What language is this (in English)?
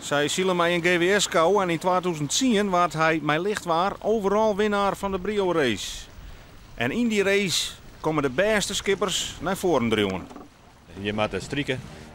Western Frisian